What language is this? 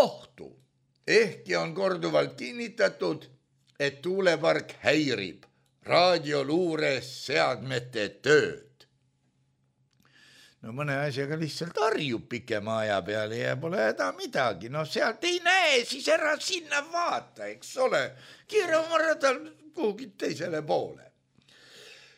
Estonian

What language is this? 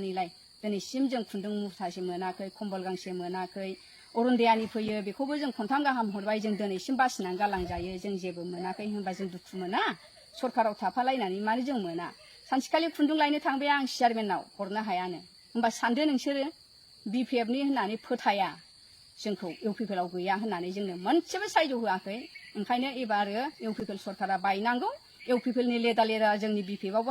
Bodo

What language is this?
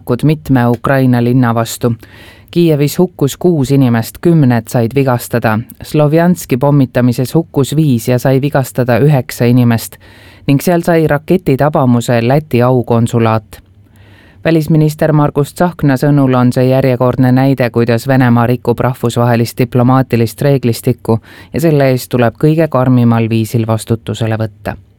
Estonian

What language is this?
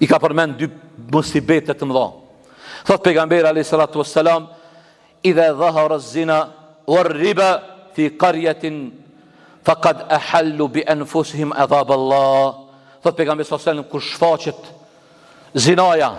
Albanian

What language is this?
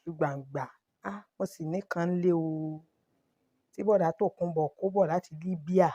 Yoruba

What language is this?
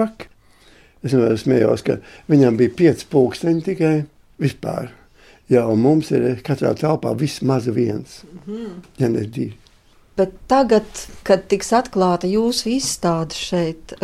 Latvian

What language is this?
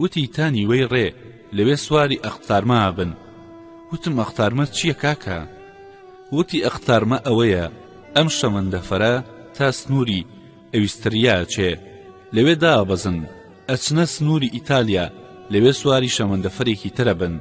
Central Kurdish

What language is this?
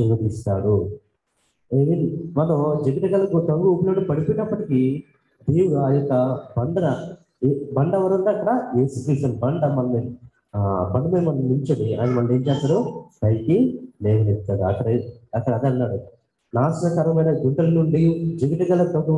Telugu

